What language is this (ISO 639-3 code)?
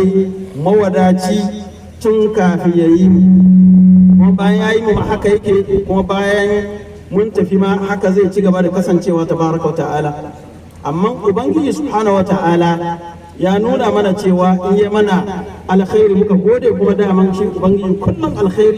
hau